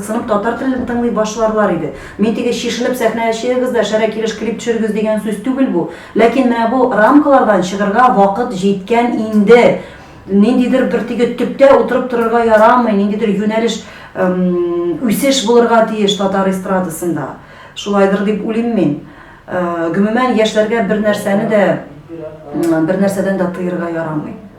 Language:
Tatar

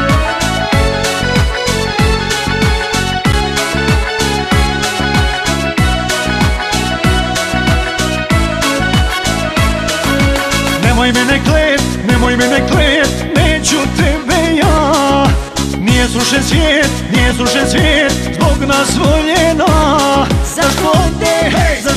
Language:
Croatian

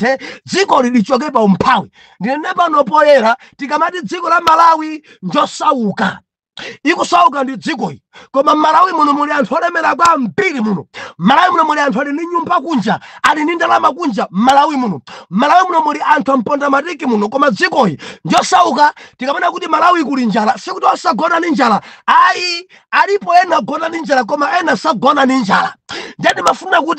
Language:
Nyanja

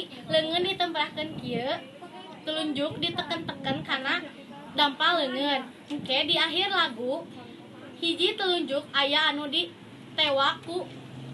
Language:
Sundanese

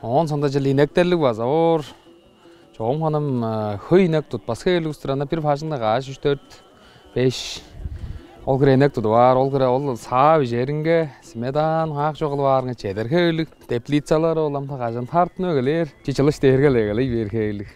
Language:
Tuvinian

